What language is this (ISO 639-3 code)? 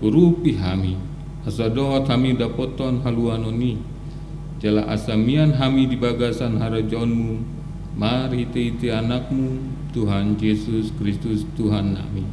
bbc